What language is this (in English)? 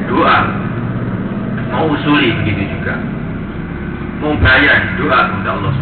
Indonesian